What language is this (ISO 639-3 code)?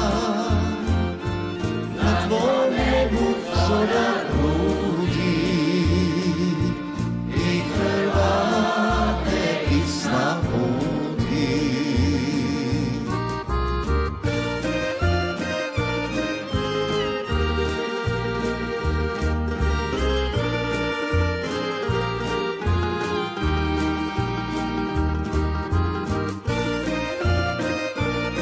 hrv